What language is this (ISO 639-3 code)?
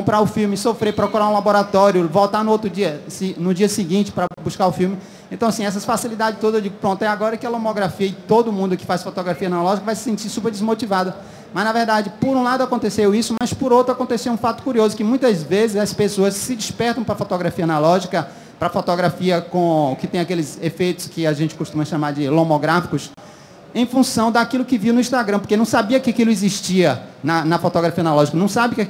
por